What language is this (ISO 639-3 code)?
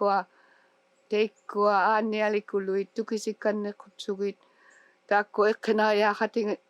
iku